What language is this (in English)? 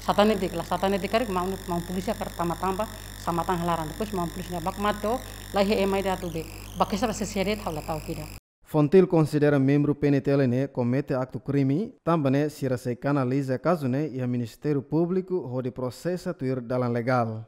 Tetum